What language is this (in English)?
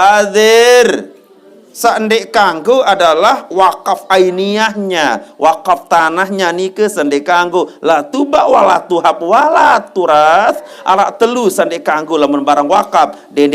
Sasak